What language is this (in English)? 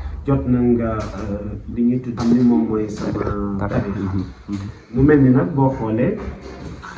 Wolof